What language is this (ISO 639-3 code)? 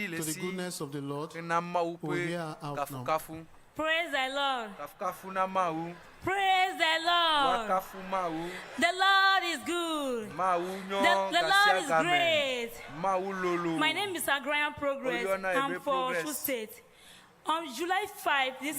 ewe